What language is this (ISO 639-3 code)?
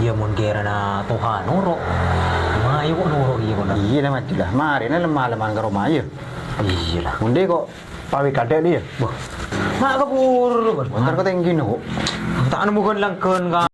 mad